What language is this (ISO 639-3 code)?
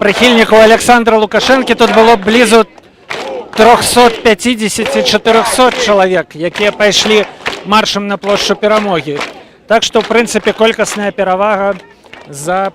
bel